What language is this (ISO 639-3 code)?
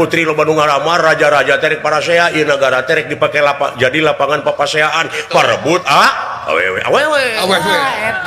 sun